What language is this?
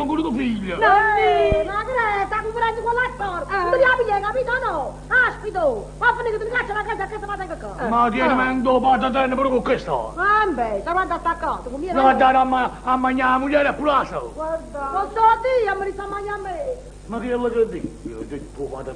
Neapolitan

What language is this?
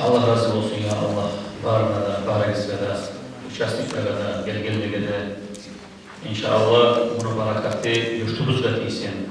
Kumyk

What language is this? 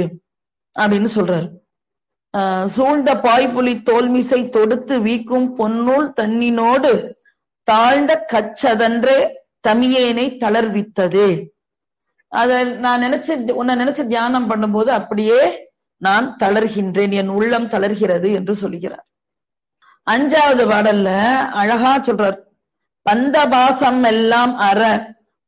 Tamil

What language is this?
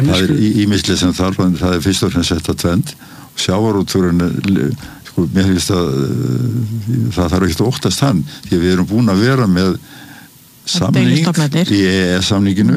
Icelandic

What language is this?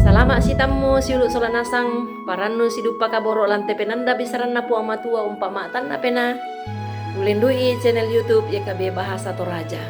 Toraja-Sa'dan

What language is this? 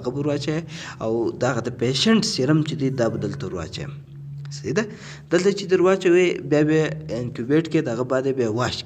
Pashto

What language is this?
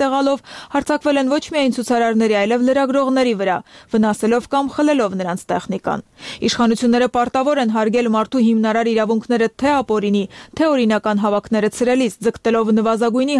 Armenian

